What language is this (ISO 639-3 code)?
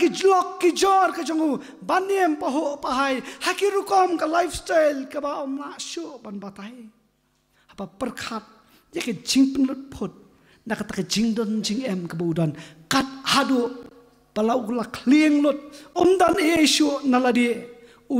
kha